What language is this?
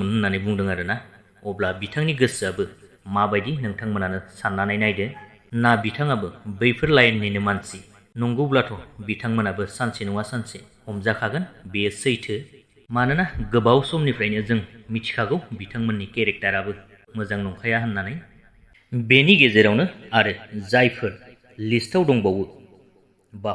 Bodo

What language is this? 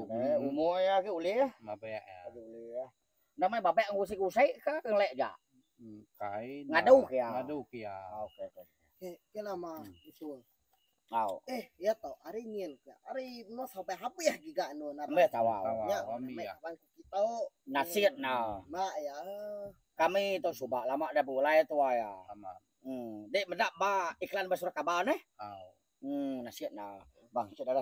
Iban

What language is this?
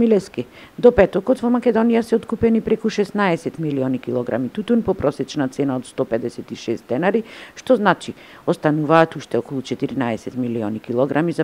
Macedonian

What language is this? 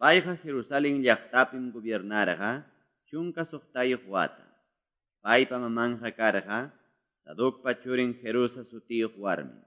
Quechua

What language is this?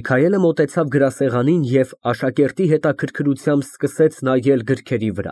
Armenian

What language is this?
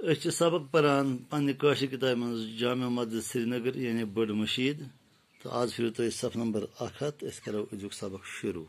Kashmiri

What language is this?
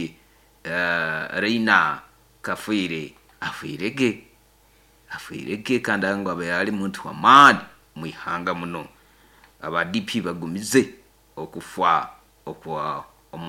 Nyoro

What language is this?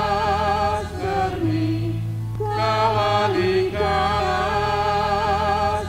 Batak Karo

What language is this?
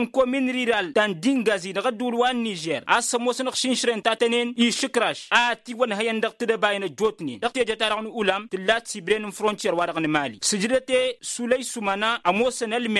Tamasheq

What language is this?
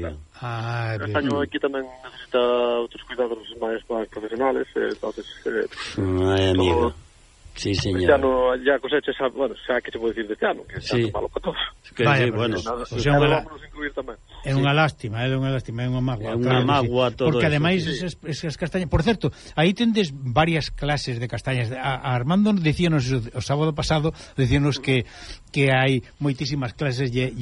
Galician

